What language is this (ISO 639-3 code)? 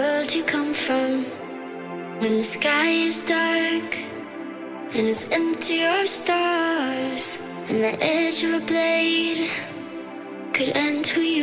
eng